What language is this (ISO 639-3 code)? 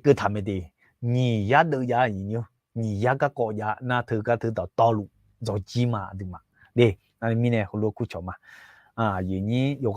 ahk